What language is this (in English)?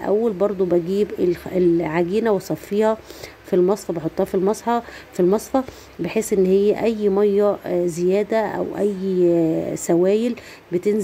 Egyptian Arabic